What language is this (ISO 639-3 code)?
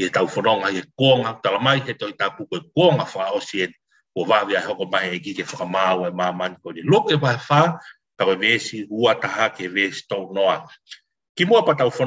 ton